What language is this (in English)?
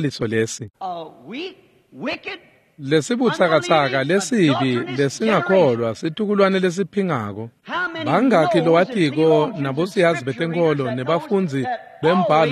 Swati